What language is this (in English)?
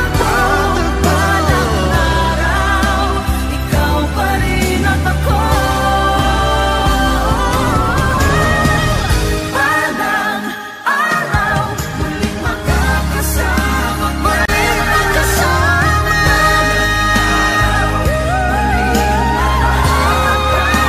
Filipino